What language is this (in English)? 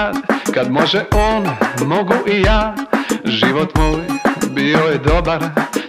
Croatian